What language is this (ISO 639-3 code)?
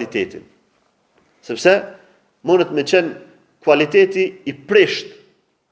sqi